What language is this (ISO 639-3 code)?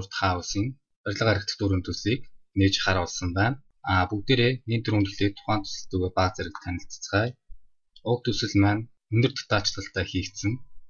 mon